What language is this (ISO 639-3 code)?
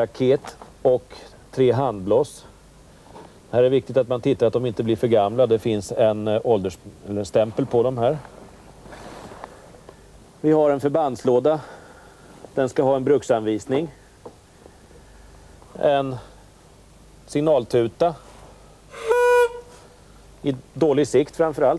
swe